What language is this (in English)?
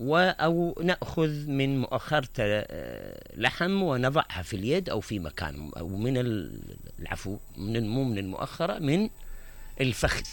Mesopotamian Arabic